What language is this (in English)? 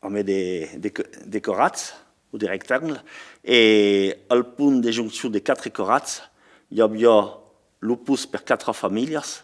Occitan